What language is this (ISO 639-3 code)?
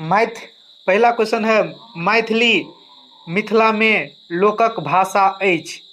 mai